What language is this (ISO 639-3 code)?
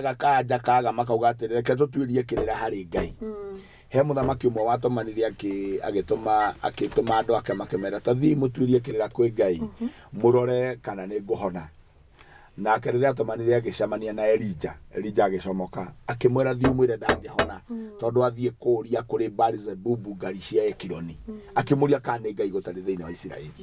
kik